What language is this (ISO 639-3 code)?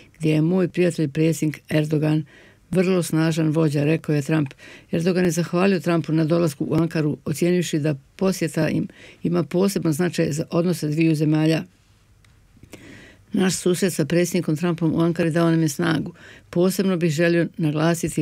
bos